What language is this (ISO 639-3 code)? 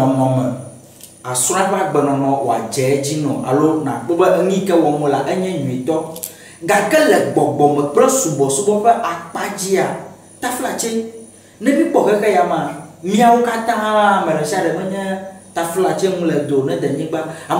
ewe